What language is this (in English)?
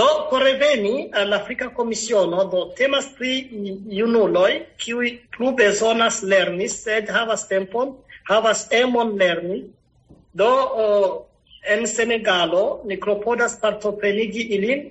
Esperanto